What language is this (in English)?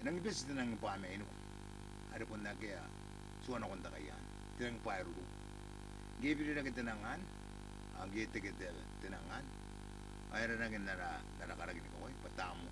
Gilbertese